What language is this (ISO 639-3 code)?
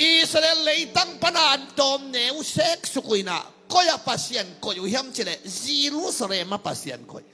ctd